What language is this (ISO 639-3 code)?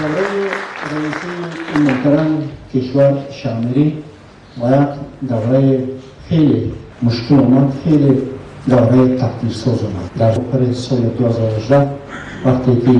tgk